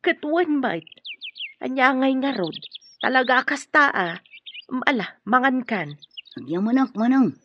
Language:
Iloko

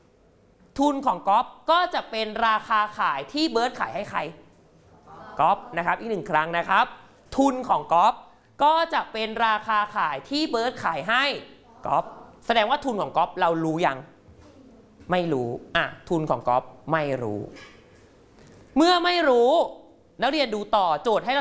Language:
Thai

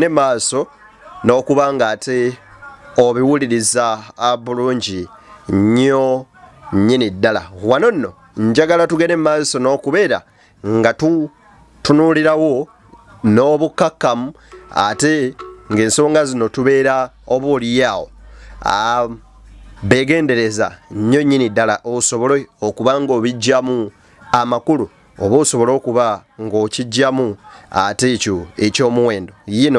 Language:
Ganda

